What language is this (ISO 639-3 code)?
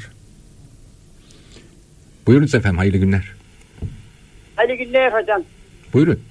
tur